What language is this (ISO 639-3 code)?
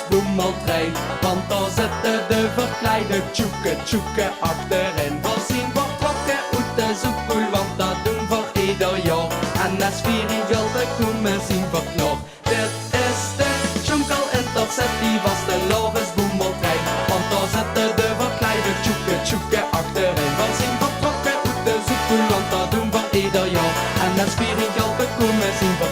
lim